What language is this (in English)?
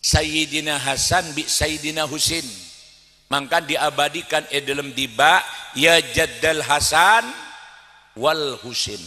Madurese